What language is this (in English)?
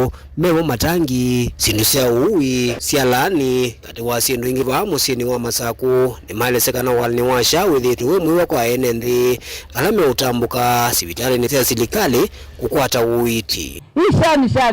Kamba